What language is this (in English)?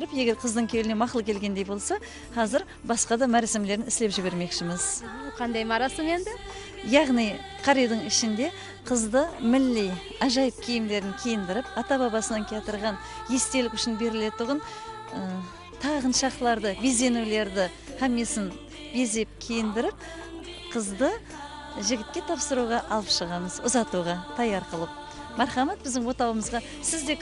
Kara-Kalpak